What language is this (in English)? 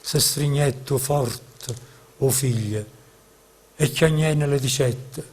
Neapolitan